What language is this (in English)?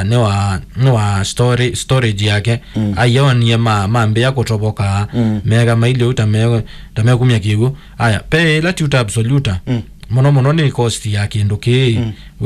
Kamba